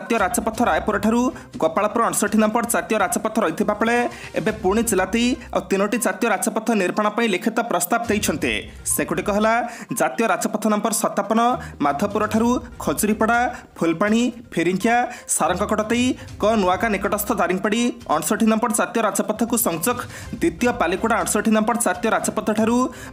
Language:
Odia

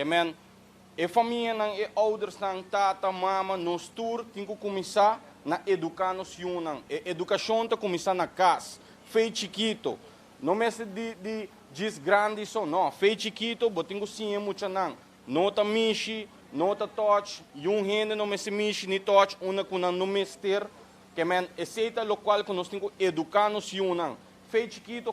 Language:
Papiamento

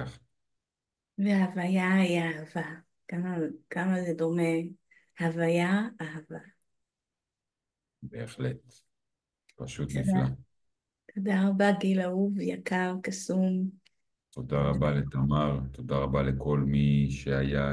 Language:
Hebrew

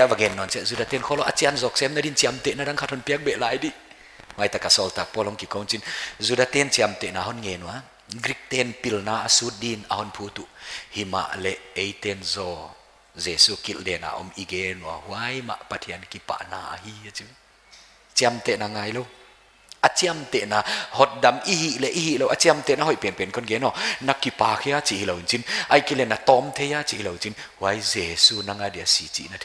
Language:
Paite Chin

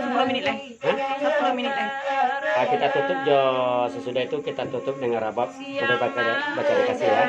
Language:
Minangkabau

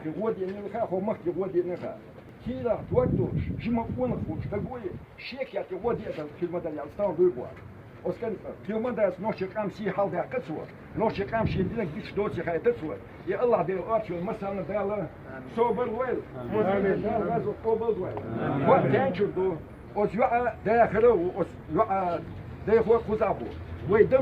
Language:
Chechen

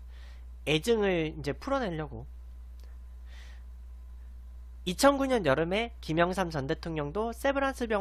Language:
Korean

